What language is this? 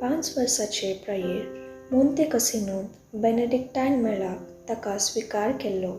Konkani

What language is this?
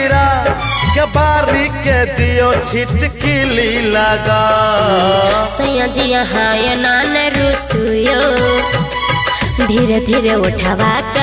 Maithili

